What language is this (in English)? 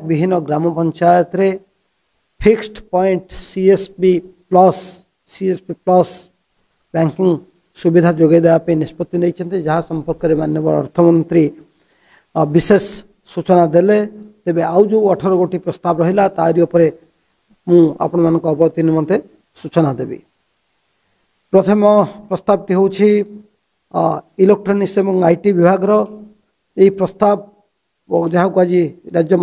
Odia